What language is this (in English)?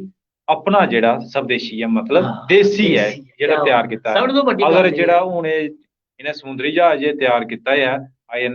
Dogri